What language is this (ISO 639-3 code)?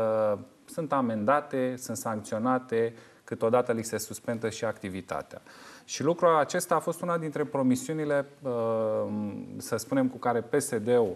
ron